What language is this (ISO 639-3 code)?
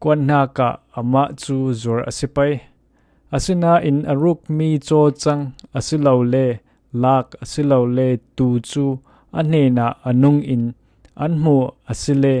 cfm